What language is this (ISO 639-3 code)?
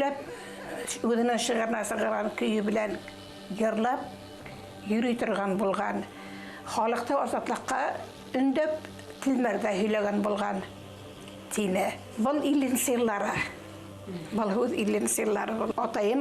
bak